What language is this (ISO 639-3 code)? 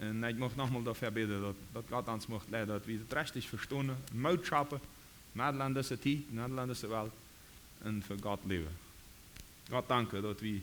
pdt